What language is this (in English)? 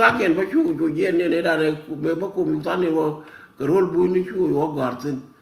Nuer